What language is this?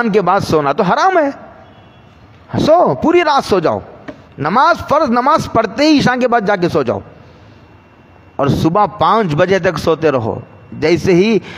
Urdu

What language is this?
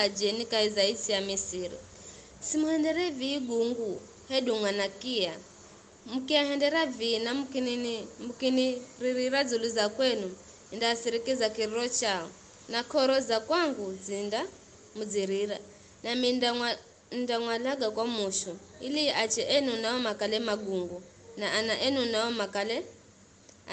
Giryama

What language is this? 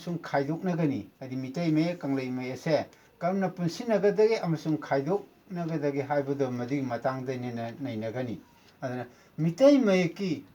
Manipuri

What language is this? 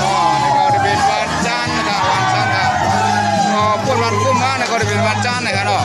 Shan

